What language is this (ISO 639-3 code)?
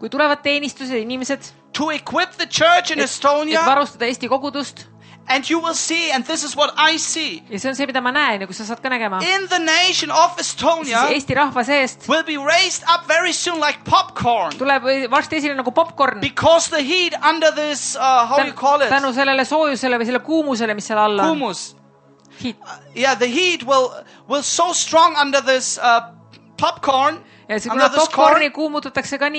est